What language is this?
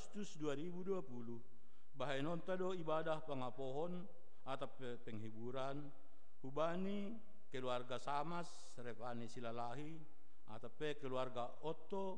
Batak Simalungun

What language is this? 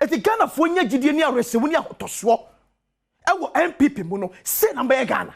Akan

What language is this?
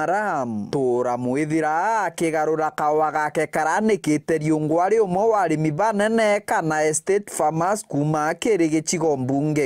Meru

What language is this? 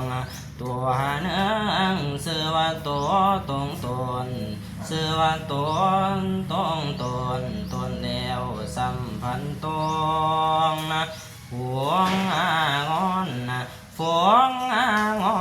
Northeastern Thai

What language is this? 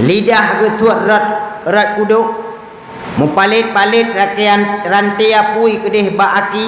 Achinese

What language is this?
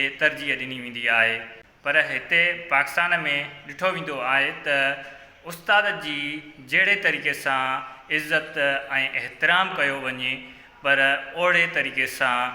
Sindhi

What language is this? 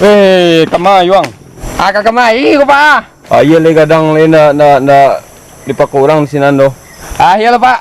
Minangkabau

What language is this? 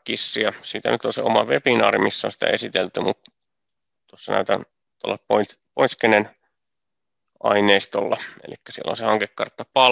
Finnish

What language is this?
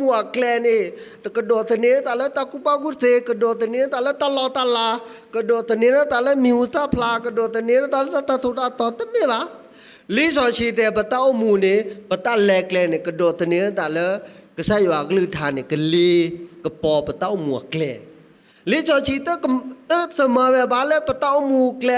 S'gaw Karen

